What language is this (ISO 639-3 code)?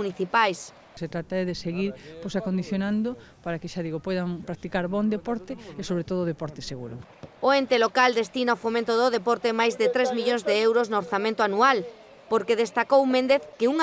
glg